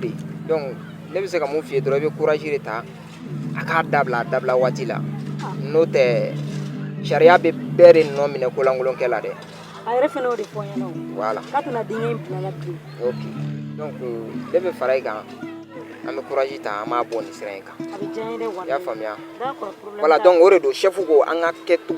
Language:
Bambara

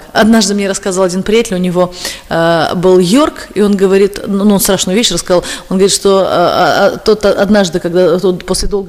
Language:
Russian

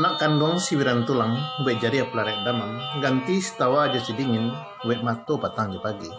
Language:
Minangkabau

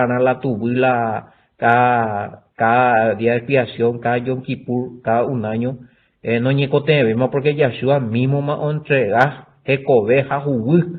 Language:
Guarani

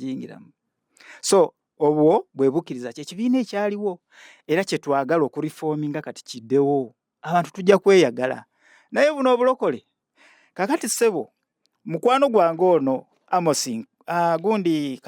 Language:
Ganda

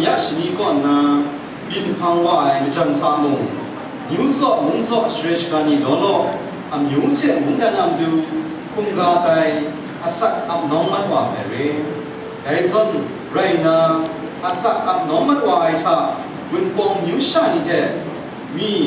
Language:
Kachin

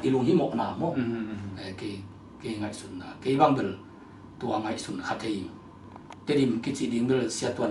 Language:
Tedim Chin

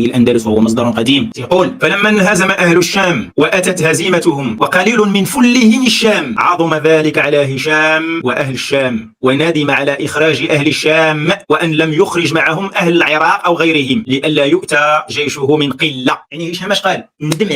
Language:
Moroccan Arabic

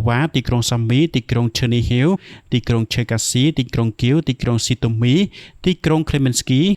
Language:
Khmer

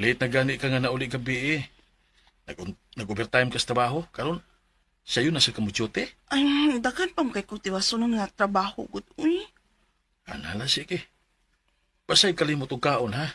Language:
Cebuano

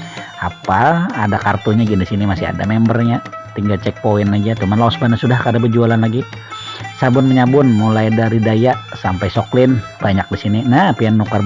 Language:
Banjar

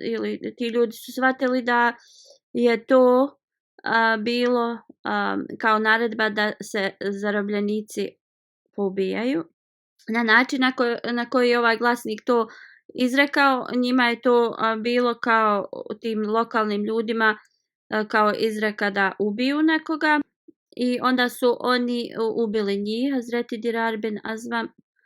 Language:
Bosnian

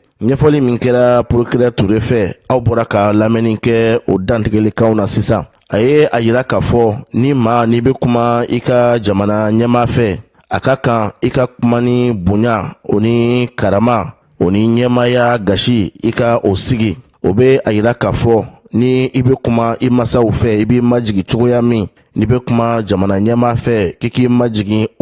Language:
Bambara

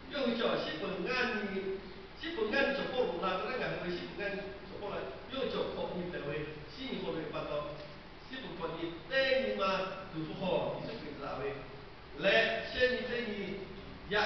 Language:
Lahu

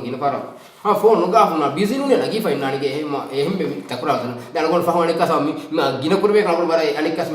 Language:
Divehi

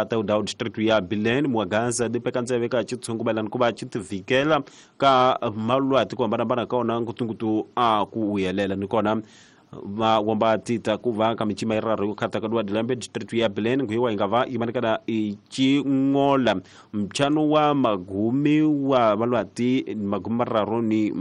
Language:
Tsonga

